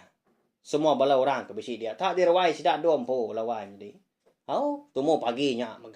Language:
Iban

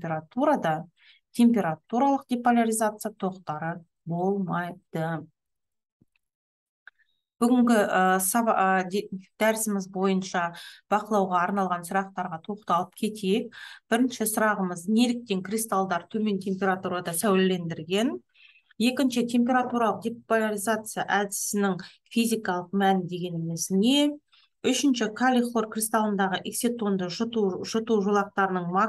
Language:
Kazakh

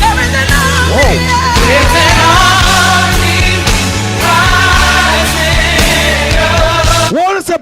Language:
Jamaican Creole English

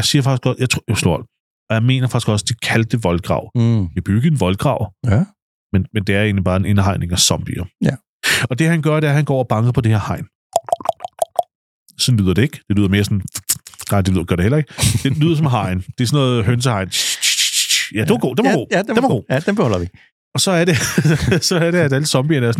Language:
Danish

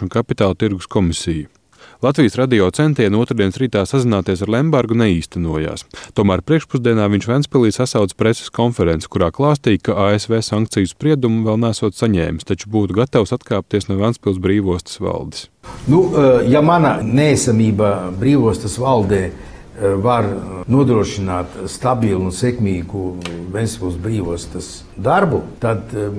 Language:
Latvian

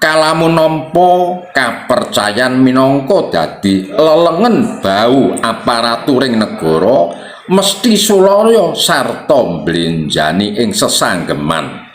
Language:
Javanese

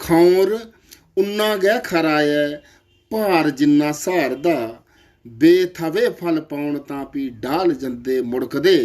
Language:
Dogri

